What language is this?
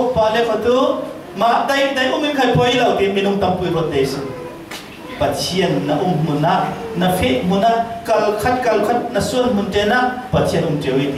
Falam Chin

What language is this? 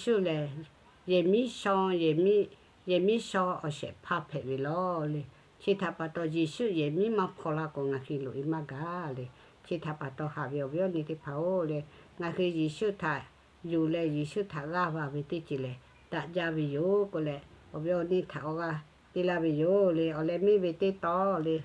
Lahu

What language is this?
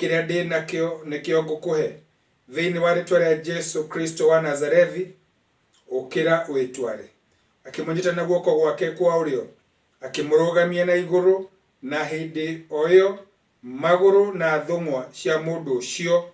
Kikuyu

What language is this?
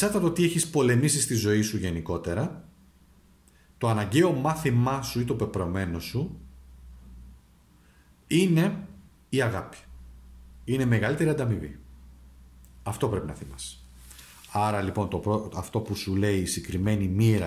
Greek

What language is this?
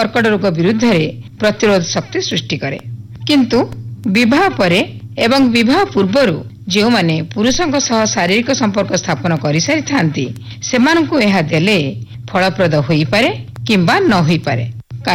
Odia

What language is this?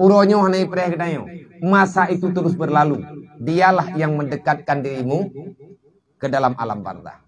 Achinese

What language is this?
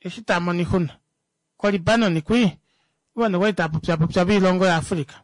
Kuanyama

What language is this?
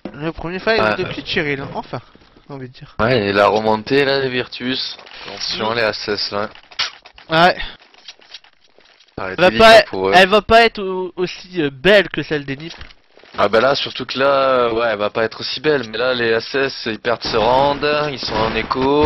French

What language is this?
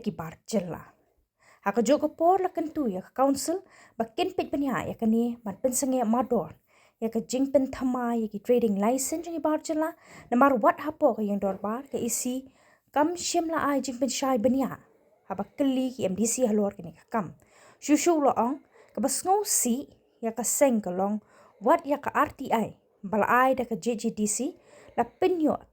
Khasi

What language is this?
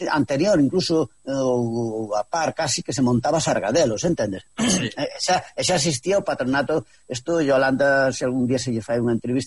Galician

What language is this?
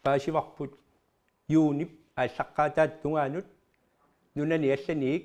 Kalaallisut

